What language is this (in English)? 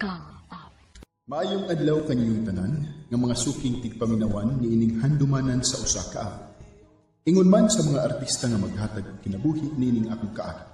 Cebuano